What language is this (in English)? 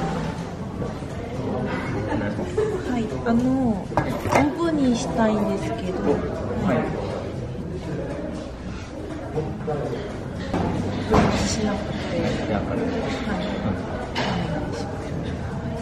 Japanese